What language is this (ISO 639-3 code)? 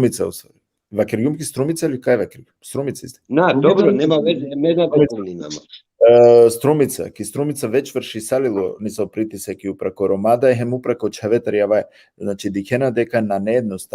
rmn